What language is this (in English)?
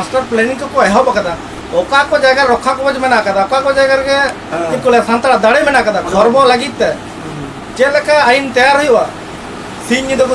Santali